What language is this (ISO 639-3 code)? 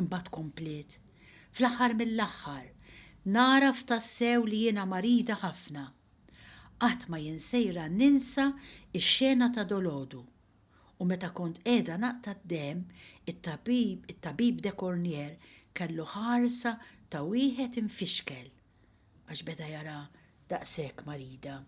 mlt